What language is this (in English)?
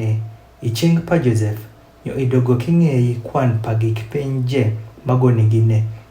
Adhola